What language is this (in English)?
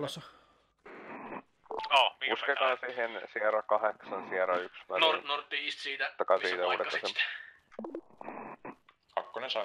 Finnish